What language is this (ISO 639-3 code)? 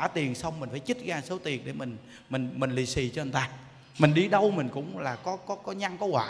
vie